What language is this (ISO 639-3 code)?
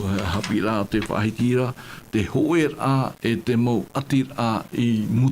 tah